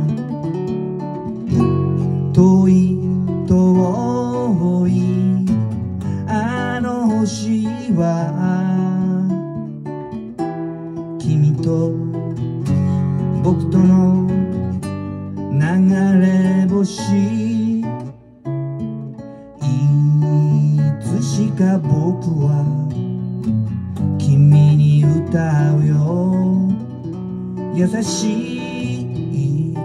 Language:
Japanese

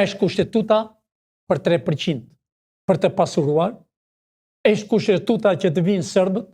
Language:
Albanian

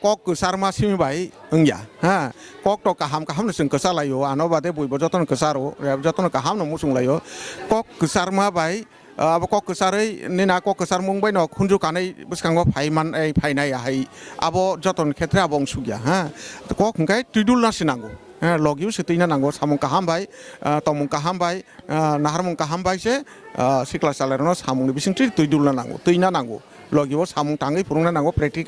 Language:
Kok Borok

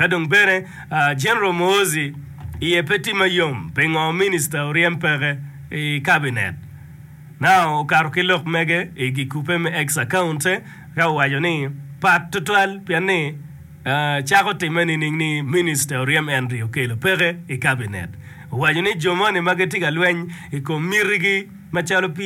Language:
Acoli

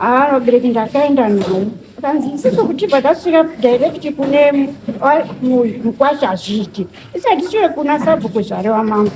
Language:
Shona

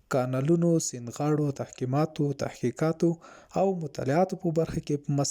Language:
Pashto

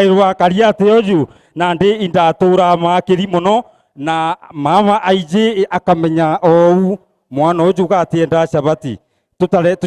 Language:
Meru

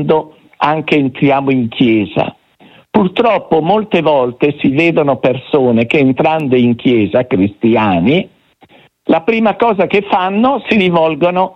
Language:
Italian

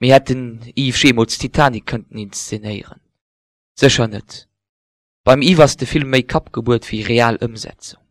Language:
Luxembourgish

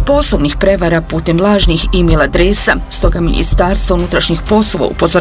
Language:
Bosnian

